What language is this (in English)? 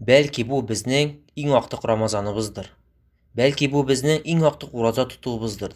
Tatar